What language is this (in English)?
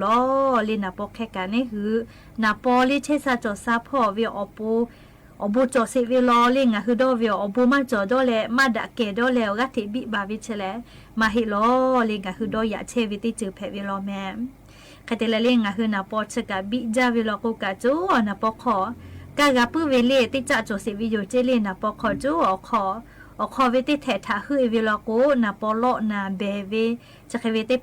Lahu